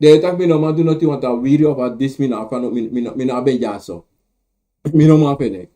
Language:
Sranan Tongo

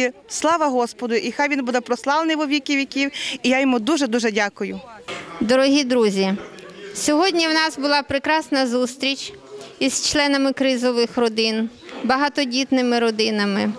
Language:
Ukrainian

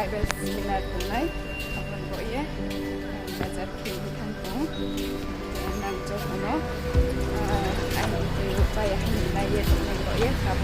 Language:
Riang (India)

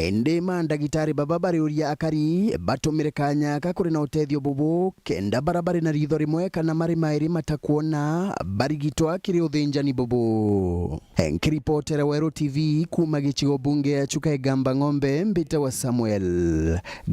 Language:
Meru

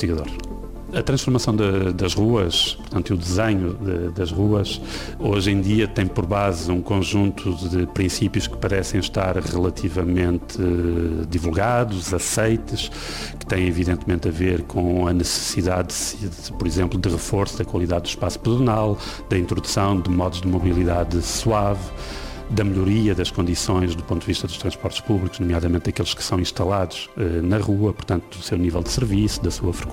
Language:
Portuguese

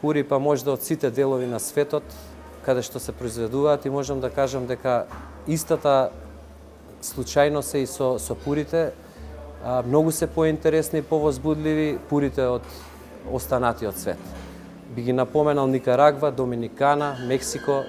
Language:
Macedonian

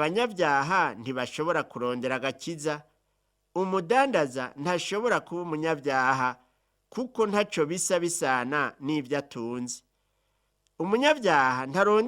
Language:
Rundi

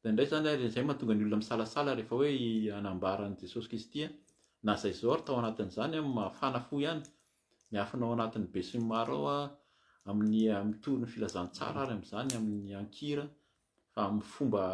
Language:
Malagasy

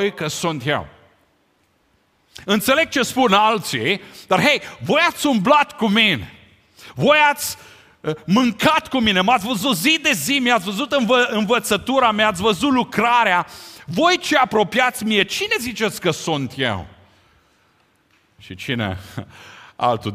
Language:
Romanian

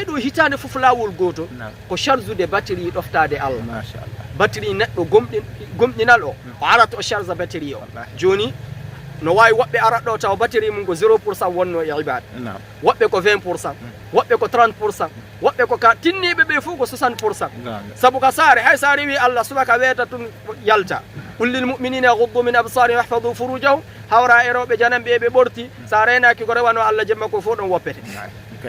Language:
Fula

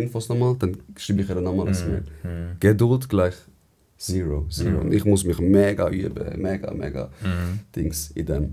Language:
Swiss German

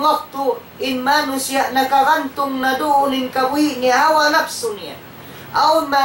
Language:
Tausug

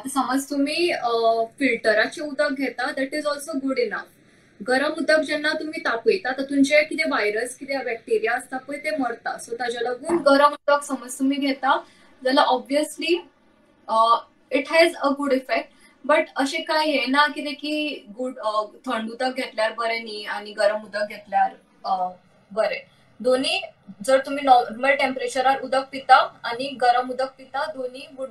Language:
Konkani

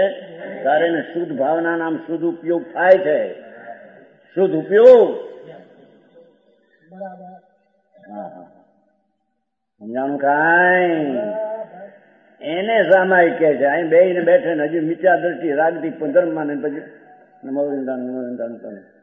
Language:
Gujarati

